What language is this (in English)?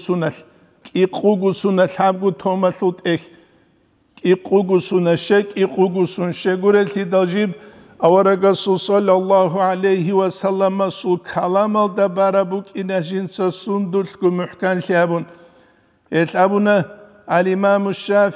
Avaric